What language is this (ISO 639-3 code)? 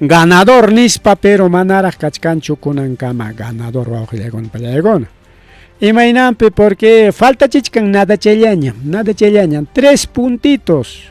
quy